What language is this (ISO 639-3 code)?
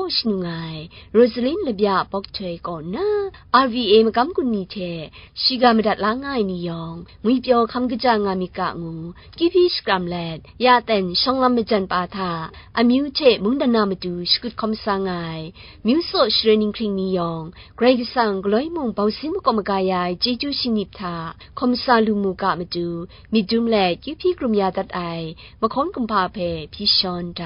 kac